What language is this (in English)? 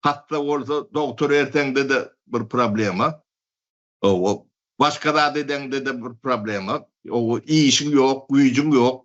Turkmen